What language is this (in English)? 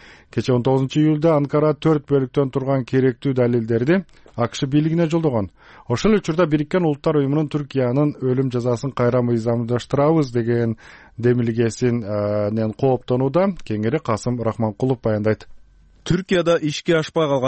Kyrgyz